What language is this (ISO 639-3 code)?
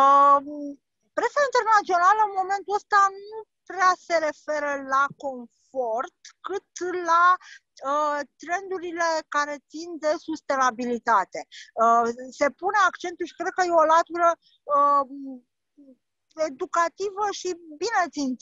ron